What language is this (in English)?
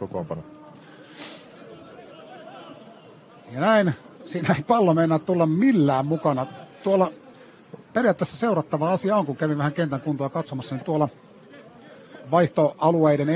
Finnish